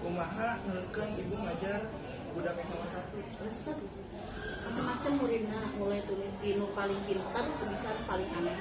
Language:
Sundanese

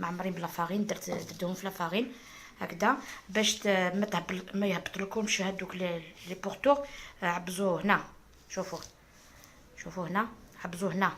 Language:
Algerian Arabic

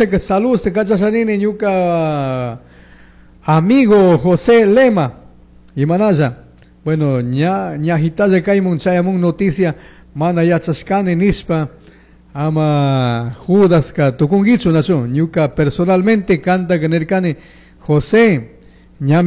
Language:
Chimborazo Highland Quichua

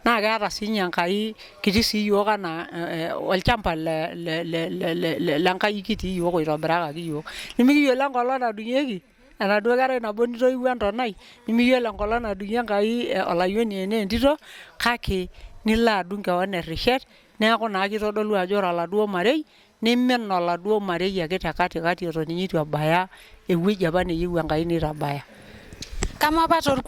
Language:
Masai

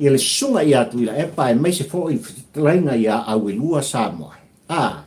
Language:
Samoan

